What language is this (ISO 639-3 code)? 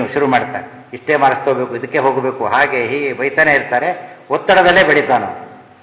kan